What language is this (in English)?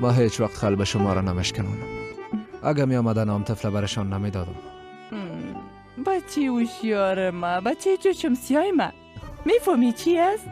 Persian